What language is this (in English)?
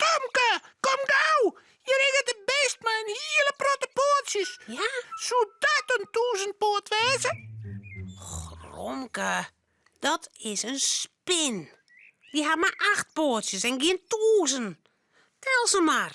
Western Frisian